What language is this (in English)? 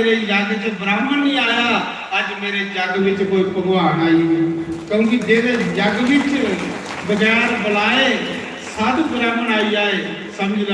Dogri